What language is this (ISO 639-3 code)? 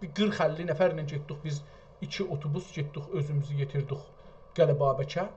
azb